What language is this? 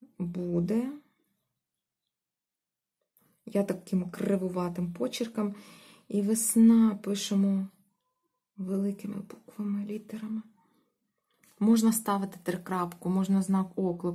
Ukrainian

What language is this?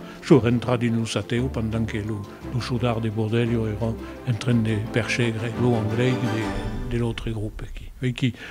Occitan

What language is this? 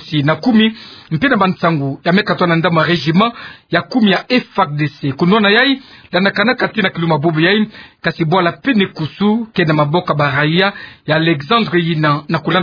Kituba (Democratic Republic of Congo)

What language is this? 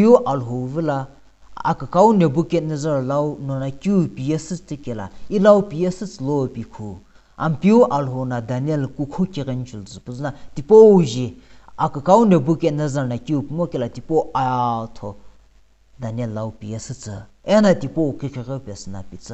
Sumi Naga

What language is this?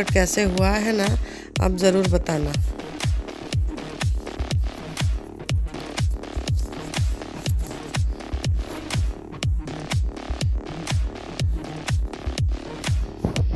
Hindi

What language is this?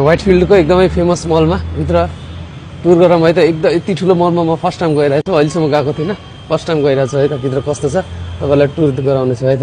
Nepali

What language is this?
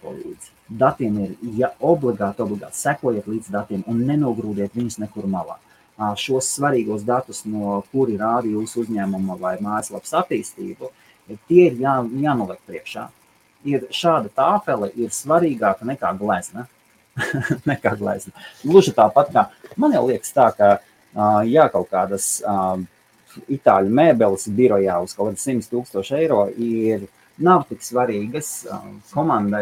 Latvian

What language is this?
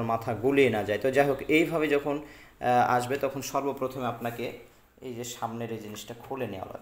Bangla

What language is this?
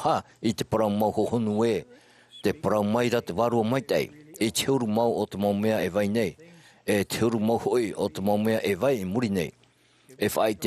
Tahitian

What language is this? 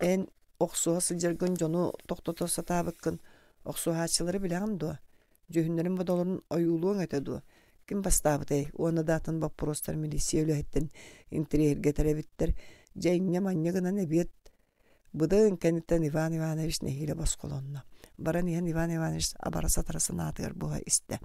Yakut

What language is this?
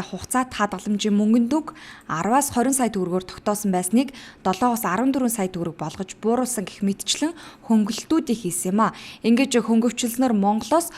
Mongolian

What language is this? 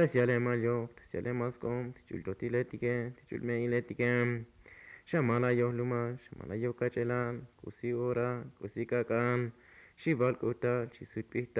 Tzotzil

